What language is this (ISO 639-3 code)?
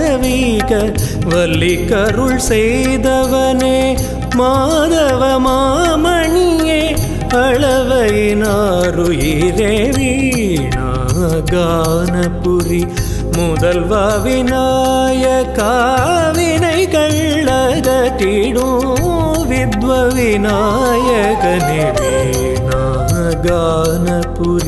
tam